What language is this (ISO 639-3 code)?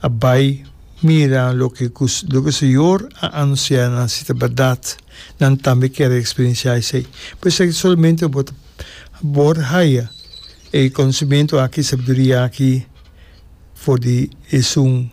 pap